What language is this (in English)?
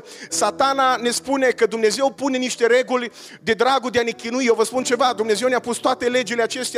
Romanian